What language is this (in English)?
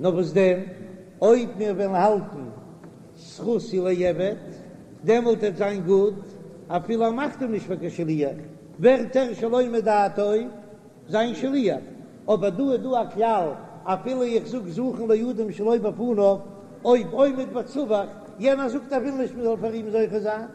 Yiddish